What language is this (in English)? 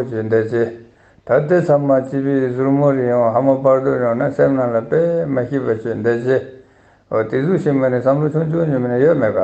Ladakhi